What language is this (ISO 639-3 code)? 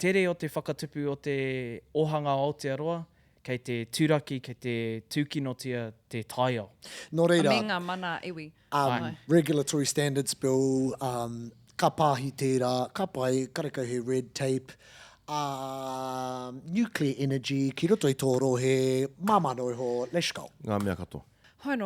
mri